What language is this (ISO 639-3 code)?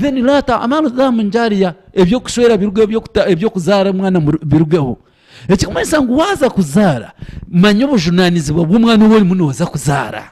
nyn